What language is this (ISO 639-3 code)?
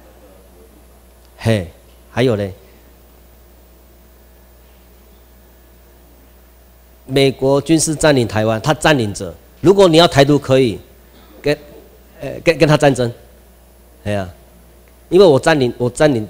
zho